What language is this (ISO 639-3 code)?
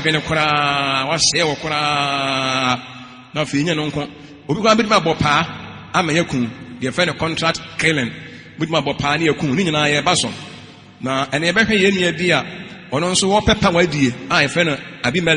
aka